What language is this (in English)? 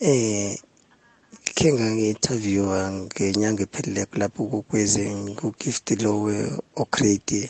South Ndebele